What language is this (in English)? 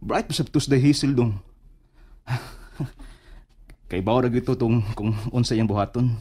Cebuano